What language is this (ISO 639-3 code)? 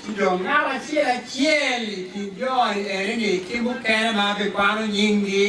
ach